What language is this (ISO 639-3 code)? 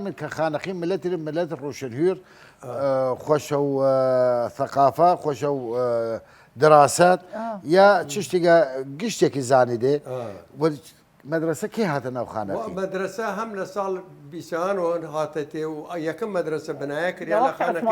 sdh